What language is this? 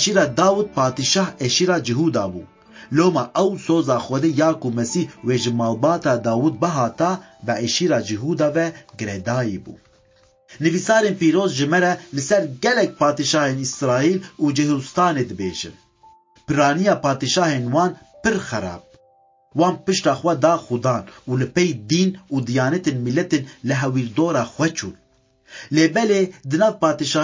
Kurdish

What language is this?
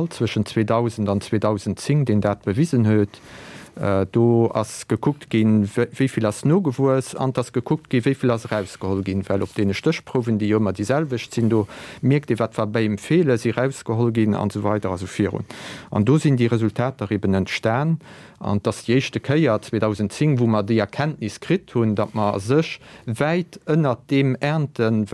Luxembourgish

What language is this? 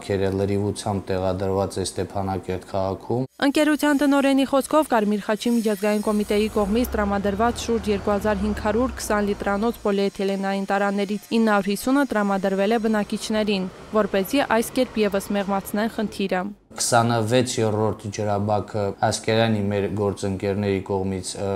Armenian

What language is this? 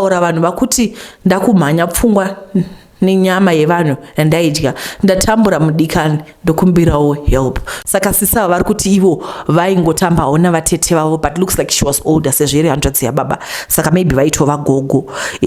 Shona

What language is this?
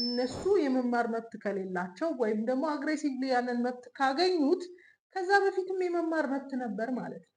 Amharic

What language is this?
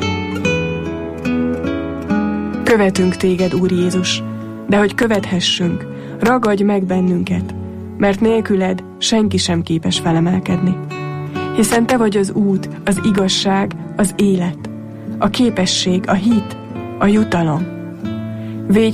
Hungarian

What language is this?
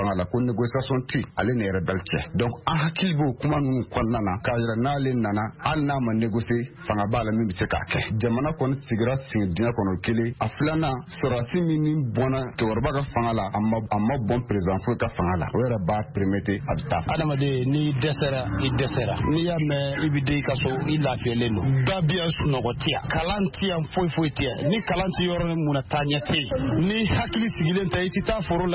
Bambara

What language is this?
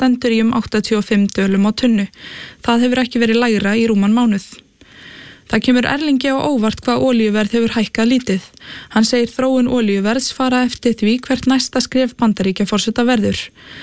Icelandic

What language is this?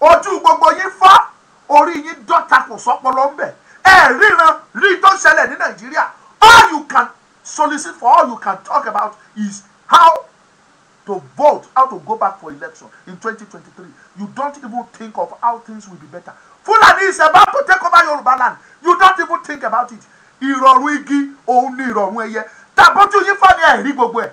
Yoruba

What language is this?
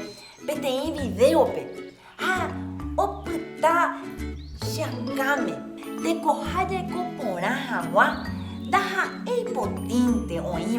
Guarani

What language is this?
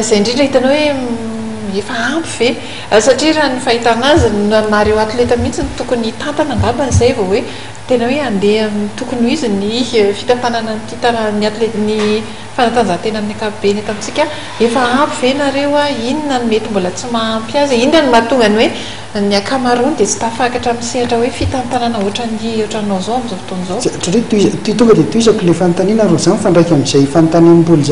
Malagasy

